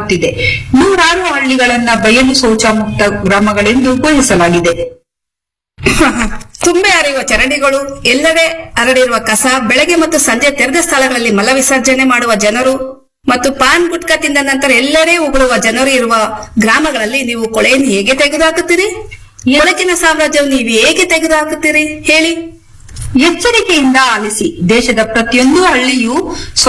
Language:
Kannada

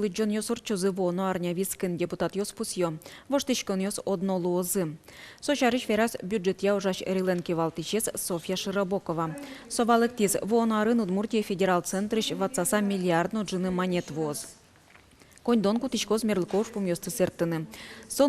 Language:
Udmurt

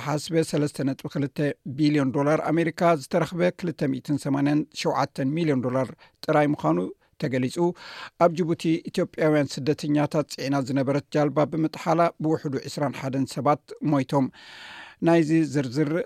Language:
Tigrinya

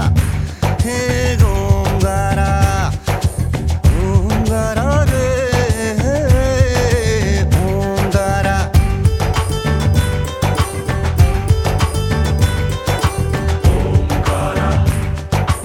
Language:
Hindi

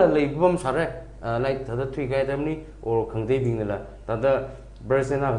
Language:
Tangkhul Naga (India)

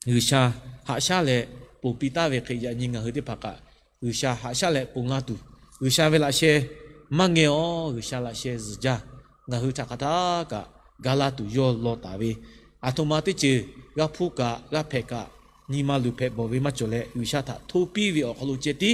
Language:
Lahu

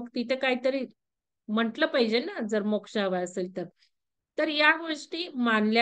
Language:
Marathi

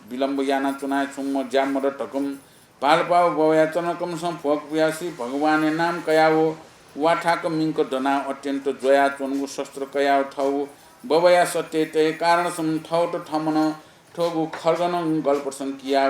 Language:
Newari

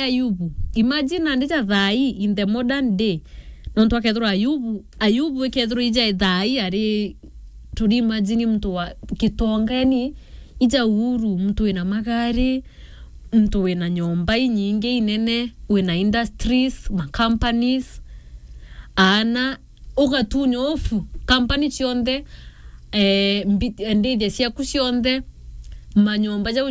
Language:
Meru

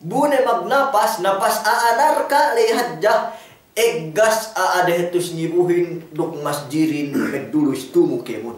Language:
Yakan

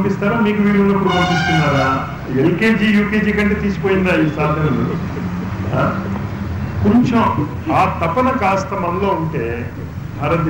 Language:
Telugu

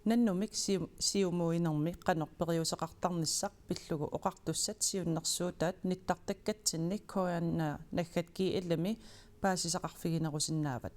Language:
Kalaallisut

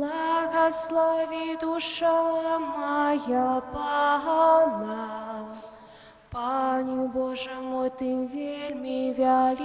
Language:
Belarusian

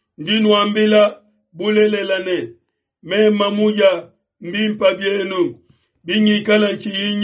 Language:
Luba-Lulua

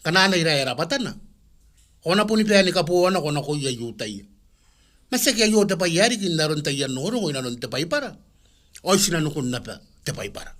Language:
Gilbertese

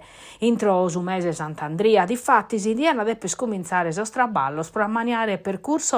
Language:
Sardinian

